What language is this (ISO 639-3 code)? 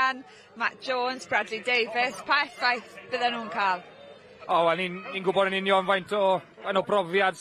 cym